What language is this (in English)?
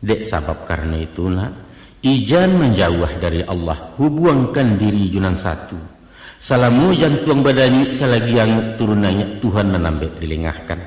Minangkabau